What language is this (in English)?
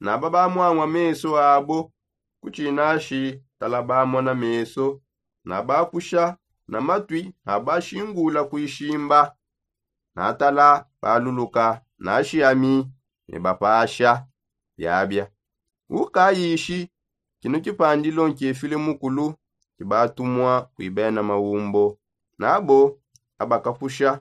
Songe